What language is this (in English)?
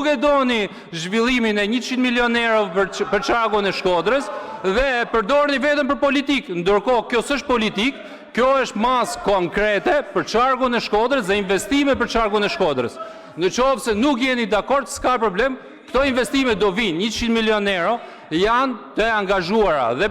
Albanian